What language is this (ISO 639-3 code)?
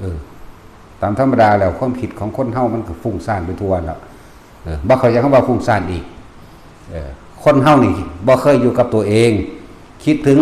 tts